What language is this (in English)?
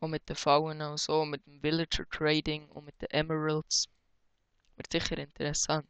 Swiss German